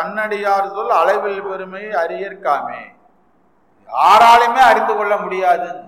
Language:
Tamil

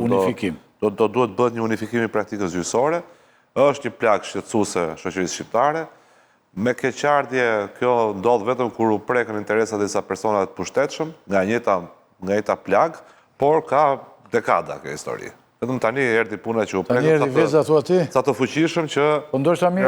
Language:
Albanian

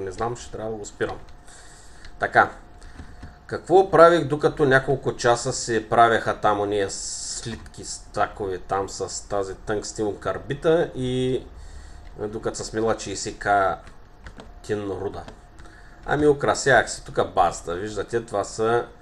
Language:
Bulgarian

